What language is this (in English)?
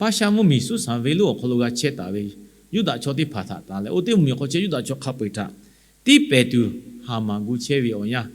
Lahu